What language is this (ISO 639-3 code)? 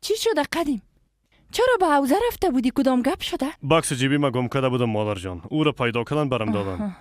fas